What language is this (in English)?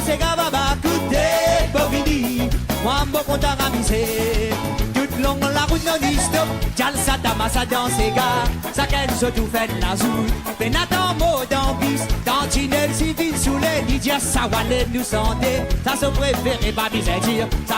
Morisyen